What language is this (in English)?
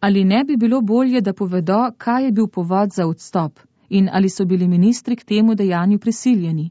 Slovenian